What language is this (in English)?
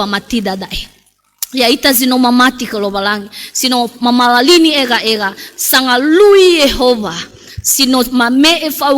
Nias